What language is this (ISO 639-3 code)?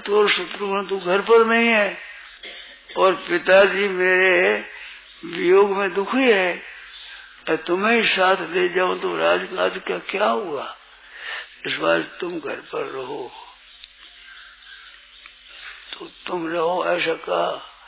hin